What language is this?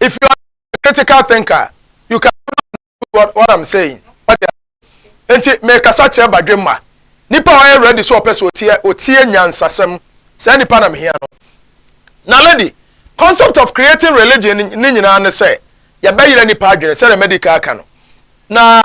Akan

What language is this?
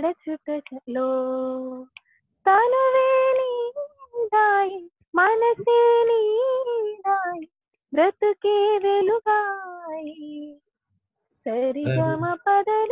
Telugu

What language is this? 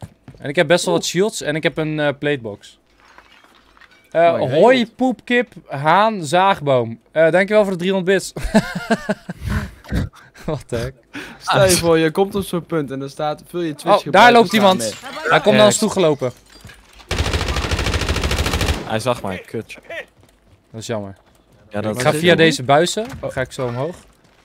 Dutch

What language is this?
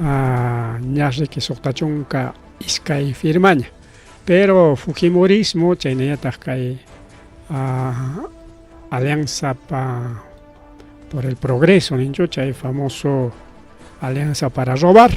Ayacucho Quechua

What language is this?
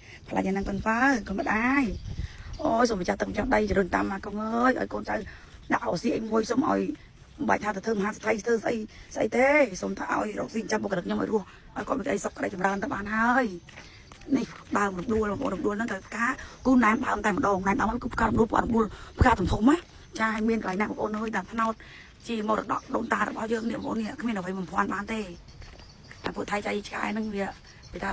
Khmer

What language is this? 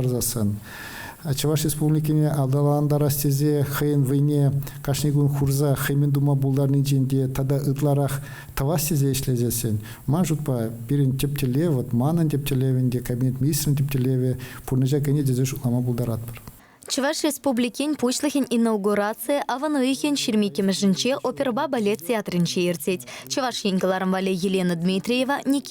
Chuvash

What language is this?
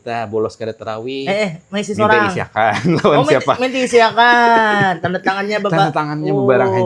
Banjar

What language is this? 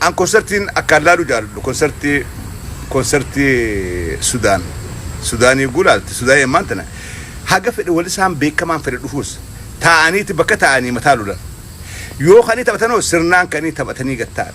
Oromo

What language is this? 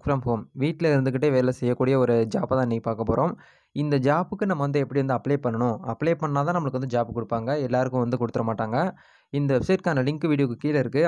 Tamil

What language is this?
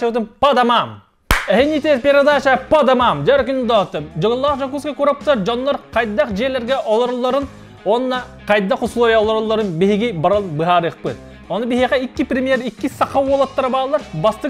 Yakut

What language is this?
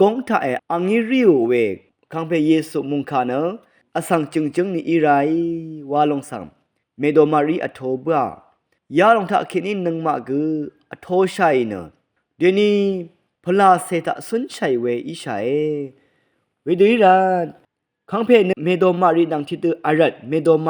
Rawang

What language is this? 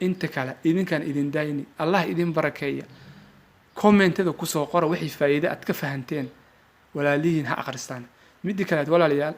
Somali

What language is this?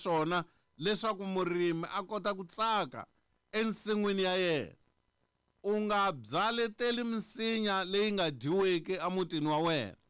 Tsonga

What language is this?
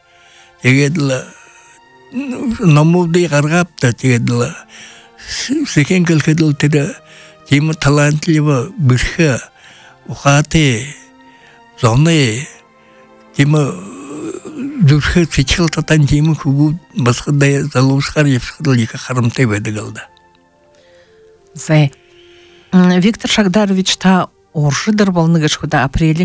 Buriat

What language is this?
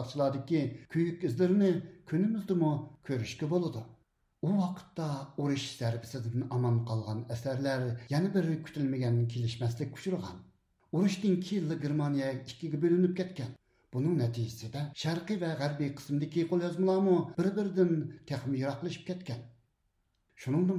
Uyghur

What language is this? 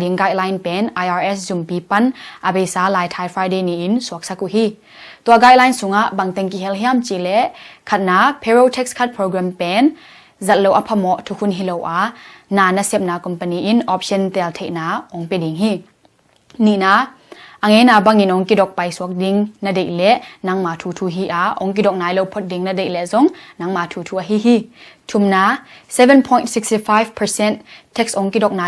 Tedim Chin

